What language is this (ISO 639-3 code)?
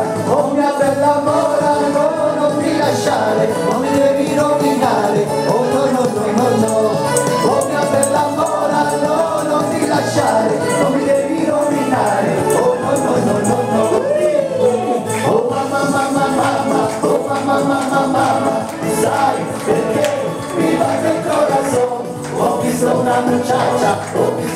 ita